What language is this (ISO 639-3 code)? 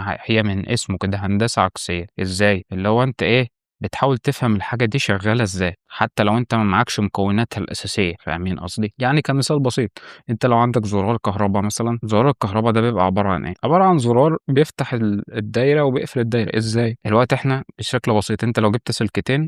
arz